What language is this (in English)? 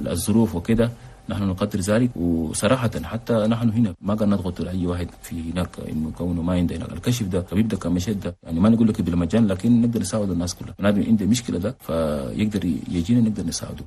Chadian Arabic